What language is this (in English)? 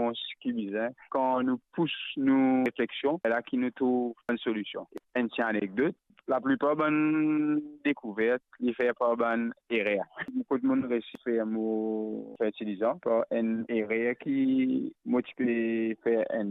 Morisyen